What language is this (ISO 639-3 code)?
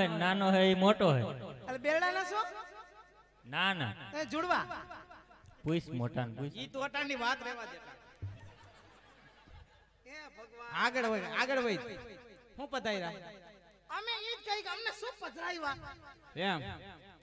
guj